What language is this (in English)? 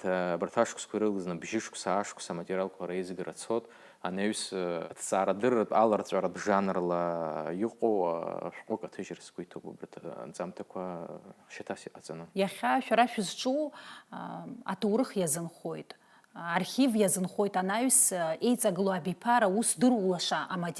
Abkhazian